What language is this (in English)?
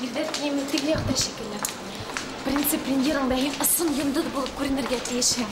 Bashkir